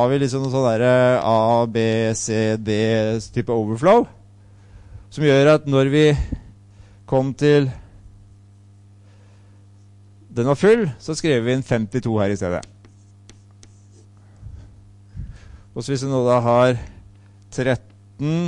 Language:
Norwegian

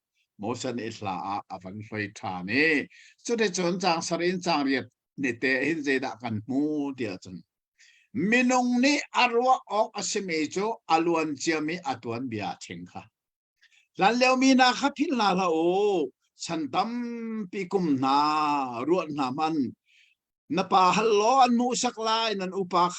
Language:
Hakha Chin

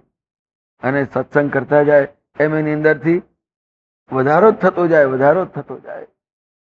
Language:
Gujarati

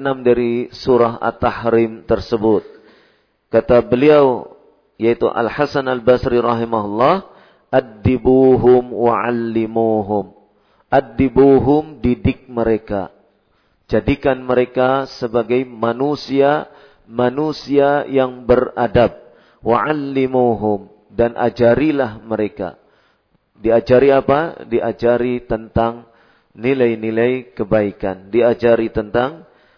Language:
Indonesian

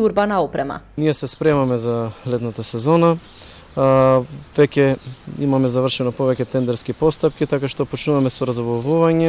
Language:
Macedonian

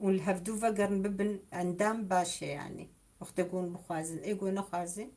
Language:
Kurdish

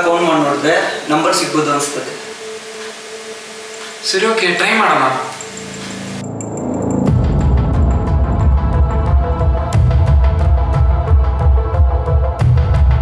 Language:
Kannada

